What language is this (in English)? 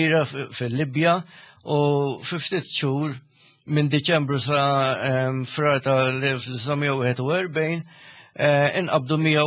Maltese